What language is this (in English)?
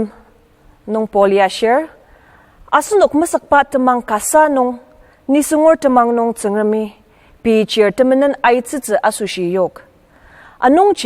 Ao Naga